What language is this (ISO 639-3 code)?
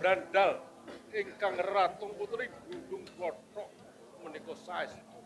jav